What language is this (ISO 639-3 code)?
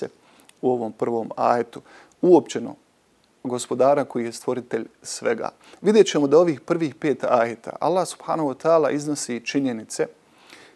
bos